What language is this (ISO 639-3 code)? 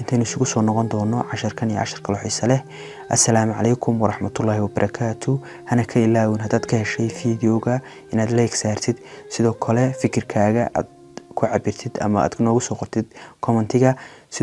som